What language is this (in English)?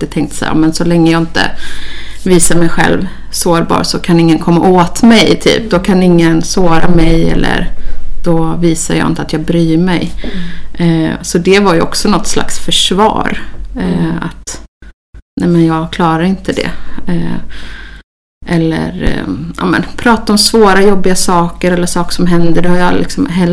Swedish